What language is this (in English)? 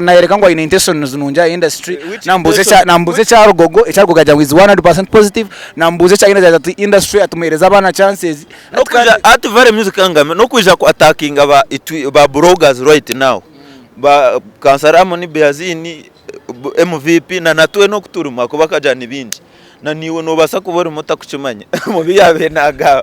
Nyankole